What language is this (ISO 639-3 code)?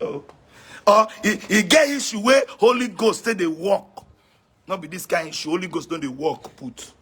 pcm